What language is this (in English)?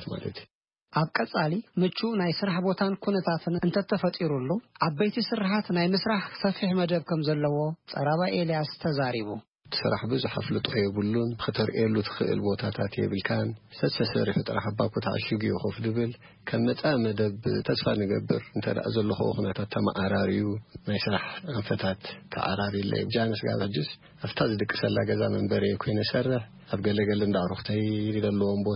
Tigrinya